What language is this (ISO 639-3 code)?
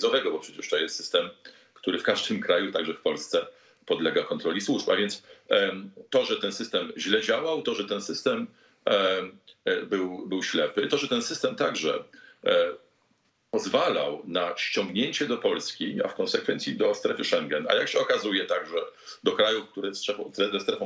pol